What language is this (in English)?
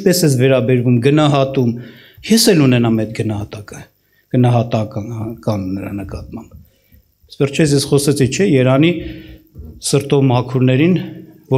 Armenian